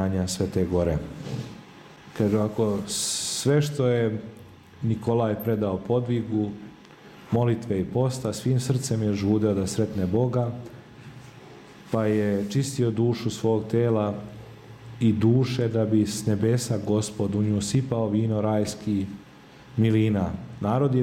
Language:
Serbian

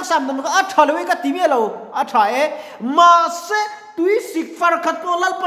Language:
Mizo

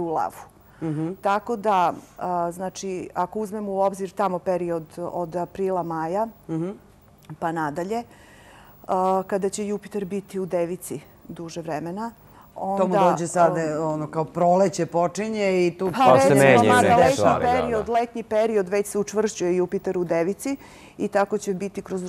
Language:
Serbian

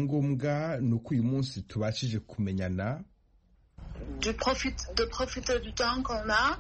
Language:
Kinyarwanda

